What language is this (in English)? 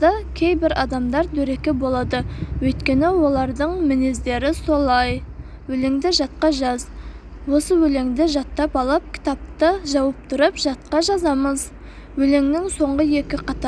Kazakh